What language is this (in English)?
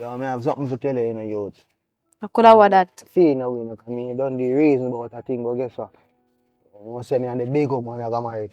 Jamaican Creole English